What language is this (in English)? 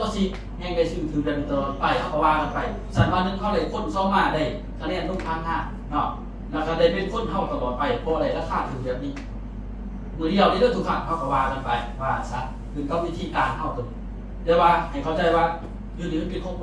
Lao